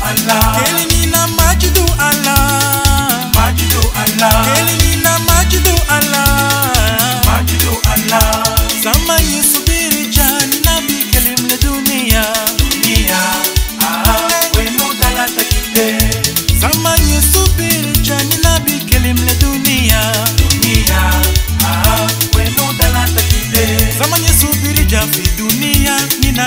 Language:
Swahili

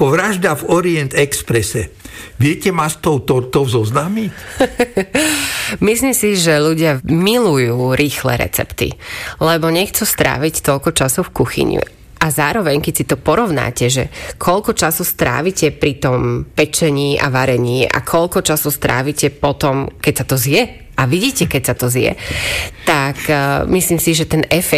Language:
Slovak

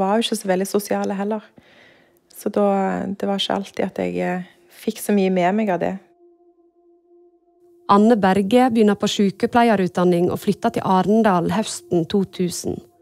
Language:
Norwegian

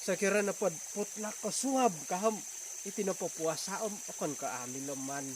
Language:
Central Dusun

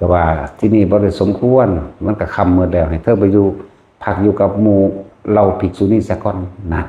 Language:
Northeastern Thai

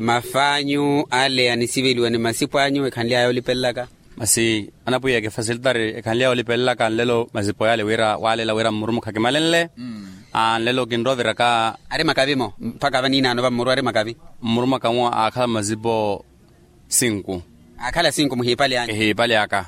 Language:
Makhuwa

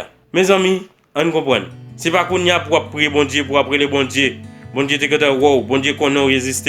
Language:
Haitian Creole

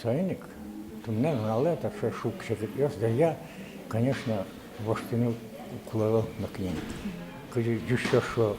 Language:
Udmurt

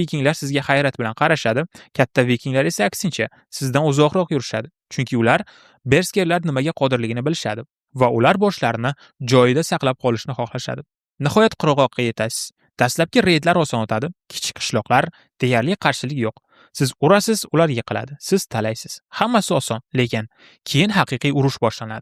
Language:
Uzbek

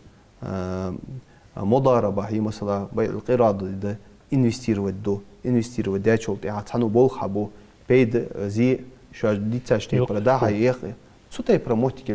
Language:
Ingush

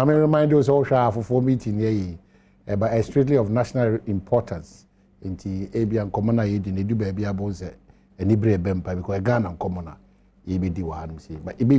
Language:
Akan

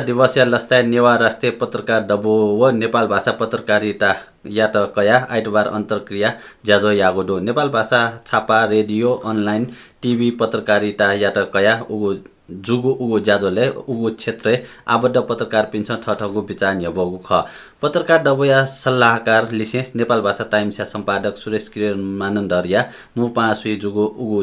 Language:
Newari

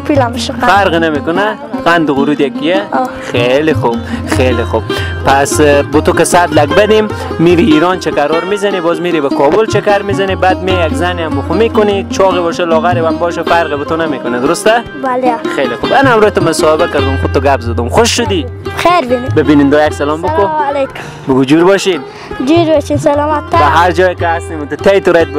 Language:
Persian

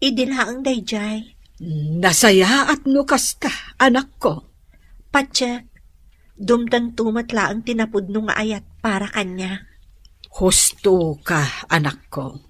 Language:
Iloko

